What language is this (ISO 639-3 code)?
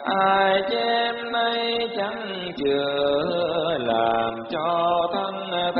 vie